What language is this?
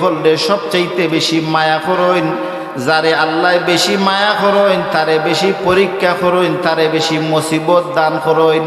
Sylheti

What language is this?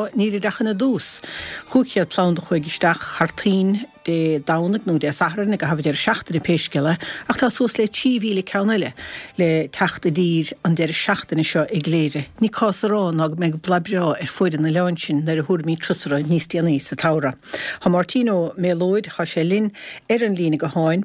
Irish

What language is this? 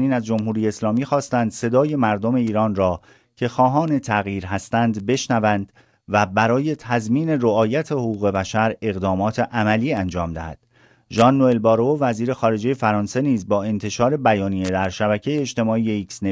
Persian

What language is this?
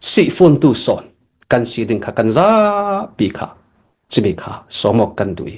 Hakha Chin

